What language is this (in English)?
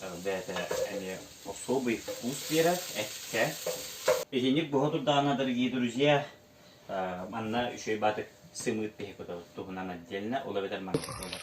Yakut